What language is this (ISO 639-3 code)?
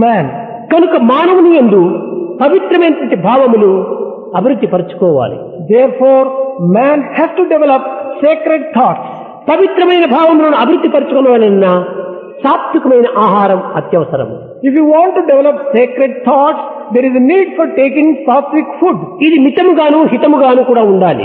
tel